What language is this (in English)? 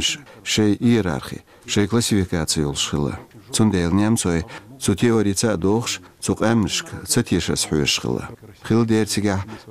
Chechen